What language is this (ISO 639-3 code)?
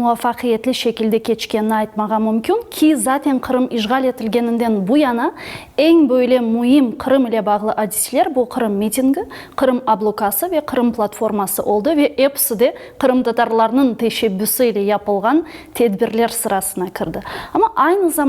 crh